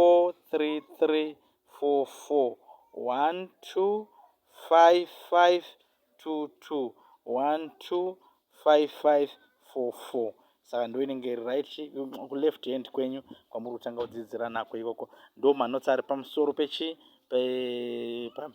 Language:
Shona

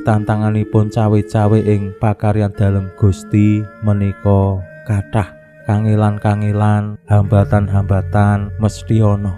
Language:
Javanese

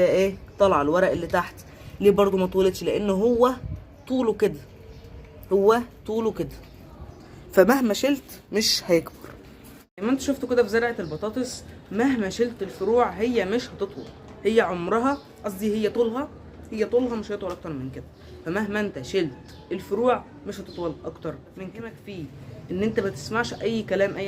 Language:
Egyptian Arabic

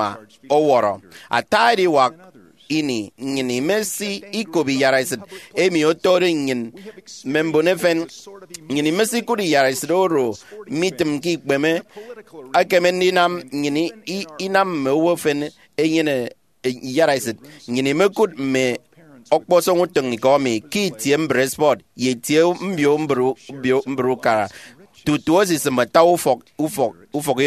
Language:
Efik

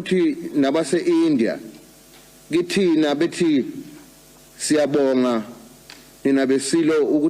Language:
Zulu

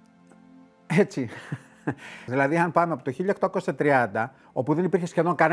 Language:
Greek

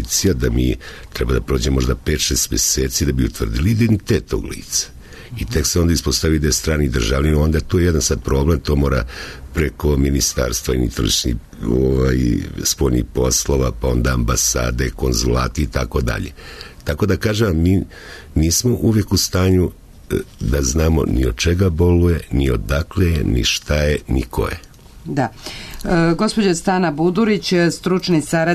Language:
Serbian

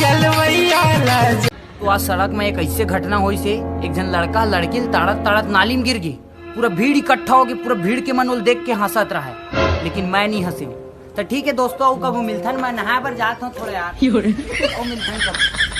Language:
Chhattisgarhi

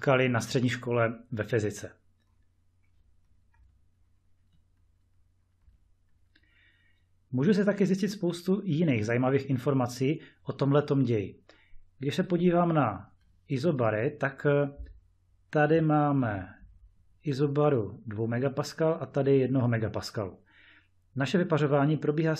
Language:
Czech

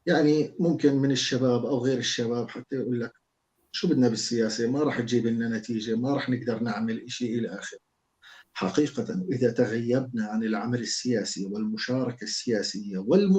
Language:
North Levantine Arabic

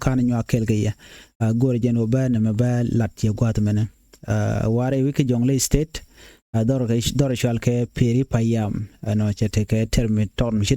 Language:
Nuer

